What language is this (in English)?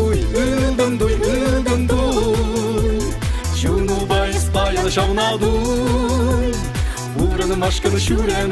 Chuvash